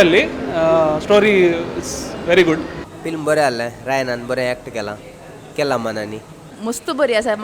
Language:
Konkani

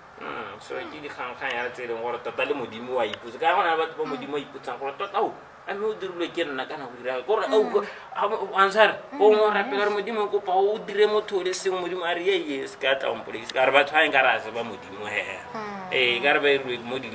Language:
Tswana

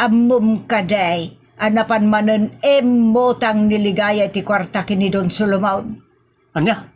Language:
Iloko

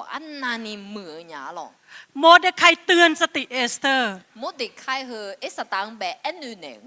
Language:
Akha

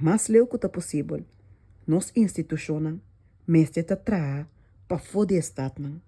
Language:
Papiamento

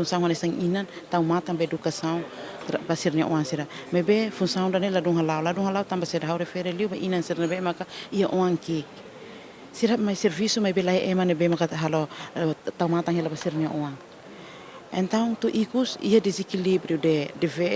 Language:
Tetum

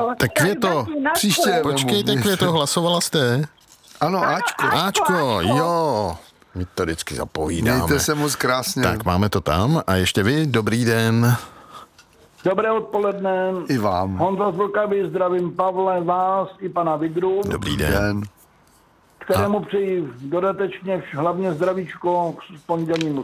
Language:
Czech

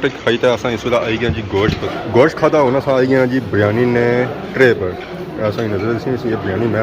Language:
Pahari-Potwari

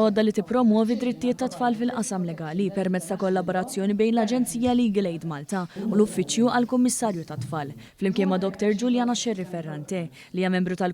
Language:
Maltese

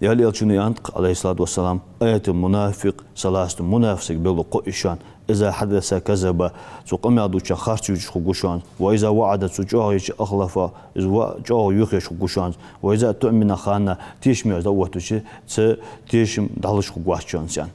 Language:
Ingush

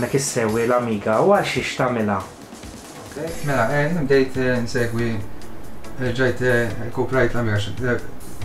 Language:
Maltese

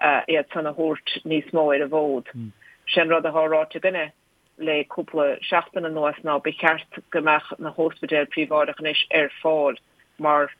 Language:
Irish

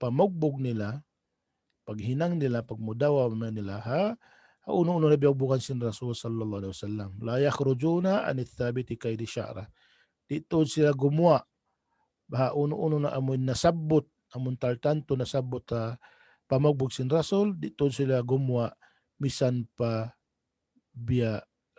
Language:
Tausug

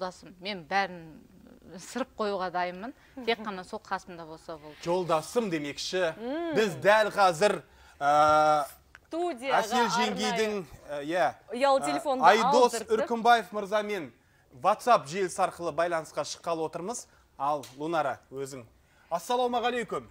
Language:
Kazakh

